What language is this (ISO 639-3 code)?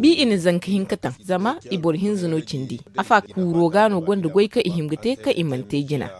dje